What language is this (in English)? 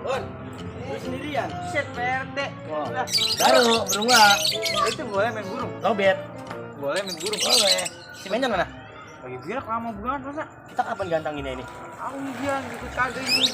Betawi